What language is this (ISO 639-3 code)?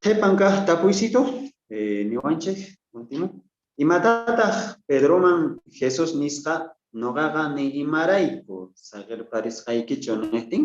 quh